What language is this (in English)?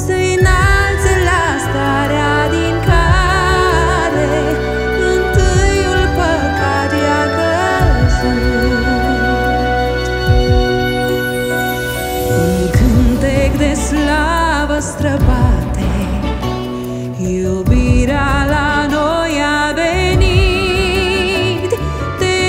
Romanian